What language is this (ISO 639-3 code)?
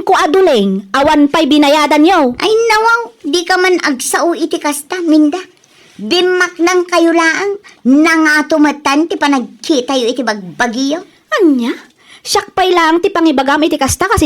ilo